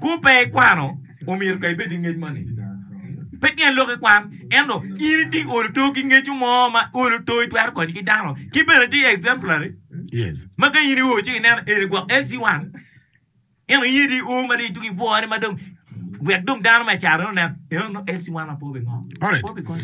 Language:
Acoli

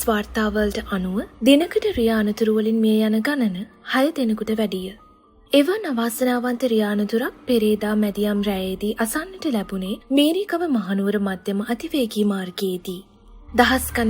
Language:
Sinhala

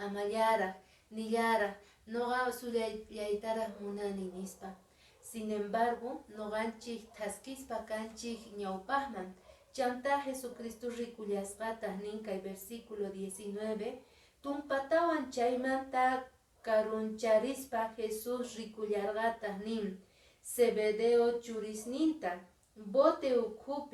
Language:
Quechua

